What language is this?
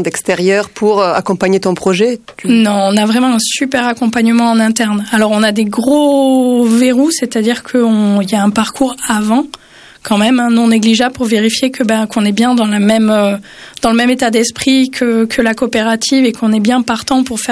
French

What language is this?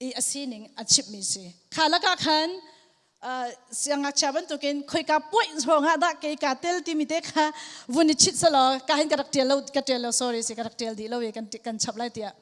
Hakha Chin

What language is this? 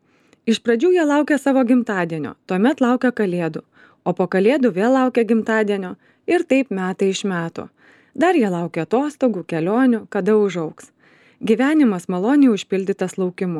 Lithuanian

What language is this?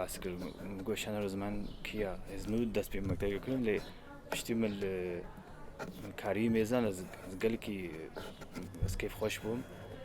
Kurdish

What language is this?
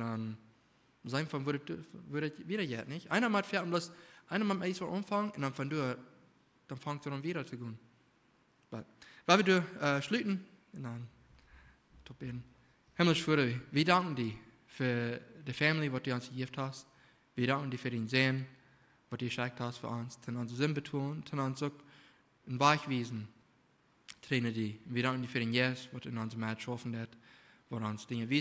Plautdietsch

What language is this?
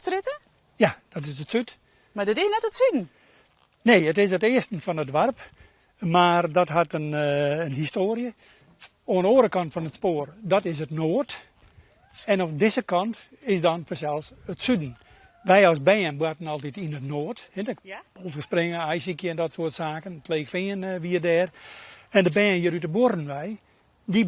Western Frisian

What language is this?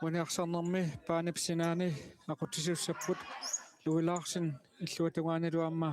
Kalaallisut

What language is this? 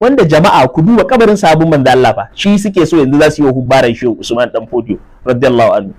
Hausa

